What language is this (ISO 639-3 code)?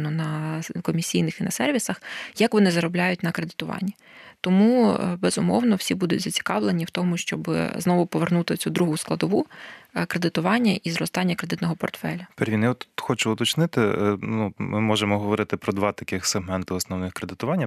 ukr